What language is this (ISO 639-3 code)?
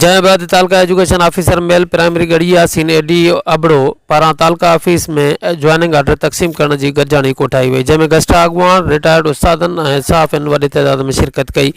snd